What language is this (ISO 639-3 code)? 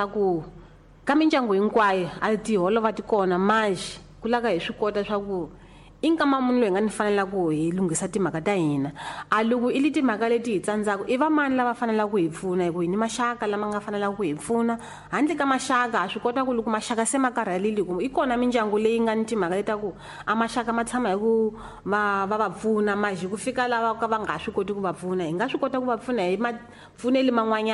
tso